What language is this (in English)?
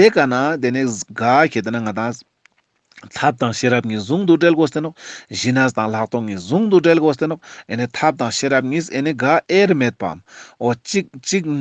Ladakhi